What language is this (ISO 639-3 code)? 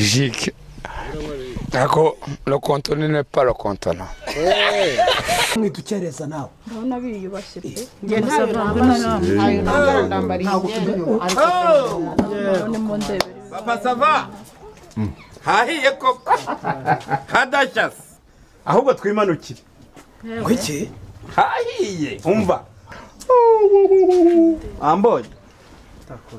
kin